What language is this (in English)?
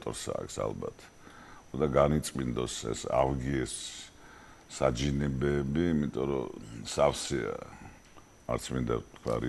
Georgian